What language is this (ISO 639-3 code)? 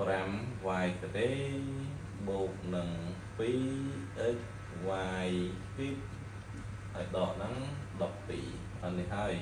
khm